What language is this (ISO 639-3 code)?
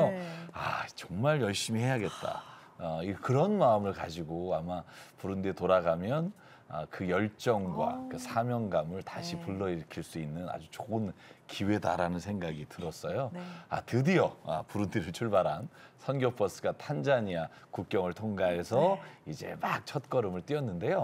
kor